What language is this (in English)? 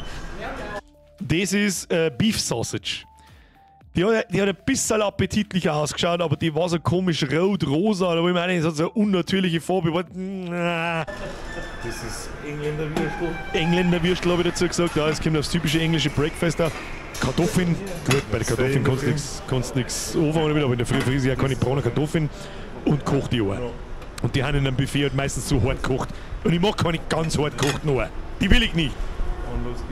Bavarian